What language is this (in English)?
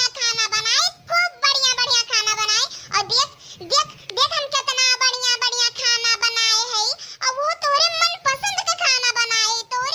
Awadhi